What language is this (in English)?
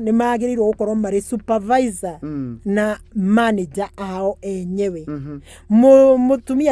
Kikuyu